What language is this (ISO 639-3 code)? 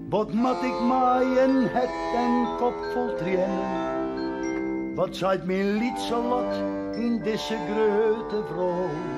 fry